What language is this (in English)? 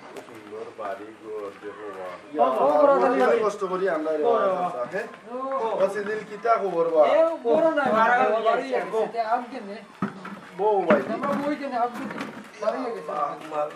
Sylheti